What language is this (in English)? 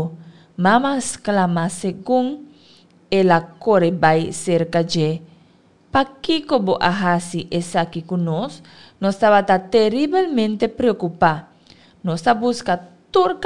Papiamento